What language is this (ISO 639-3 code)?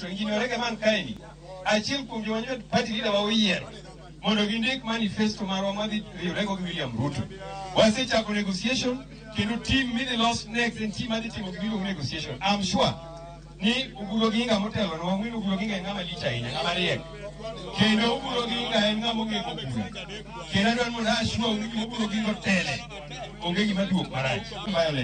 luo